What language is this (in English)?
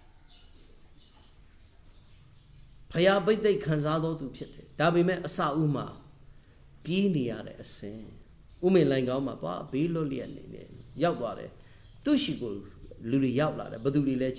Burmese